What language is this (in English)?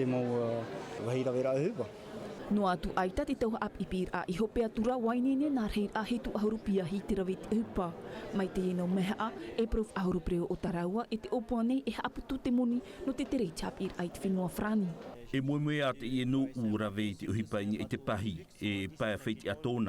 Tahitian